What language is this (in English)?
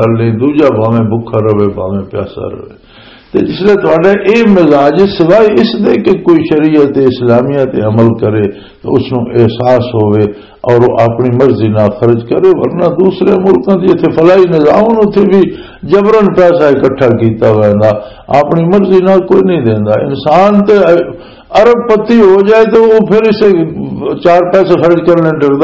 Western Panjabi